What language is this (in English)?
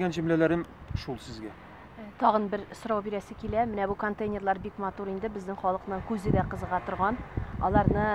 Tatar